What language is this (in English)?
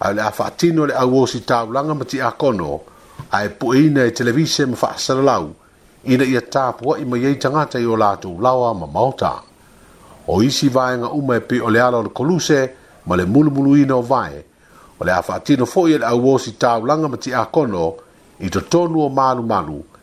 Samoan